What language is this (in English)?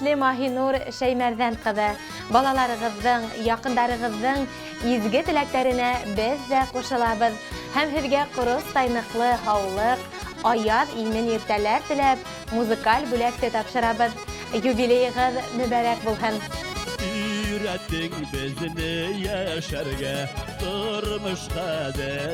Bashkir